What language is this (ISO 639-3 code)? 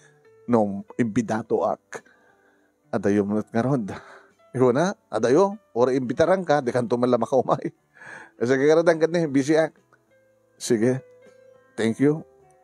ilo